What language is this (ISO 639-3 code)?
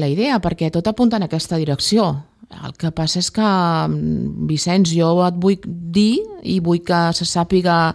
cat